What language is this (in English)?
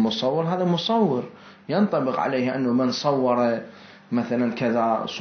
Mesopotamian Arabic